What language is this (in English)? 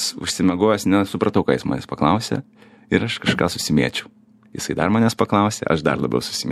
Lithuanian